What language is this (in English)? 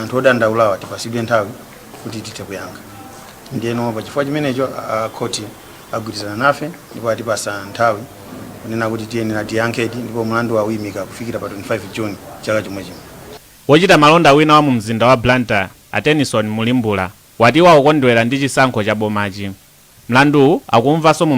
Nyanja